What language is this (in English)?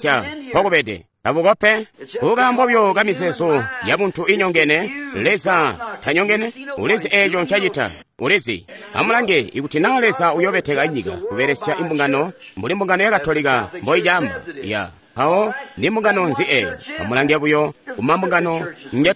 Tonga (Zambia)